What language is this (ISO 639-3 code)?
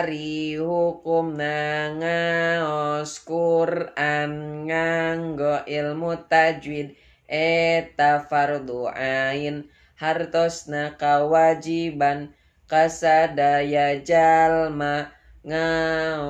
sun